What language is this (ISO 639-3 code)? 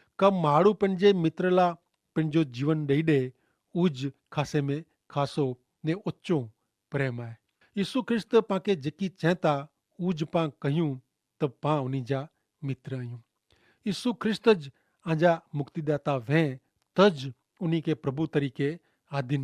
kfr